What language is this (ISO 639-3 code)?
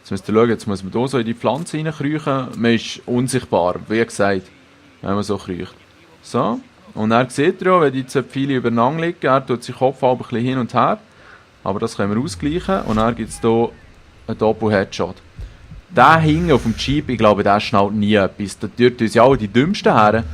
gsw